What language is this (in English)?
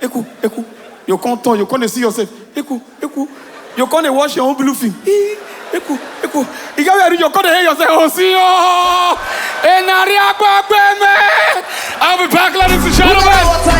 Nigerian Pidgin